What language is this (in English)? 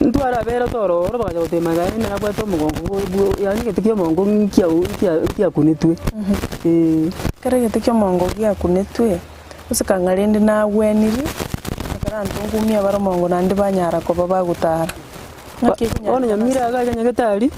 Gusii